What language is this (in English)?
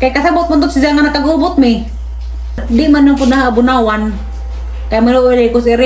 Cebuano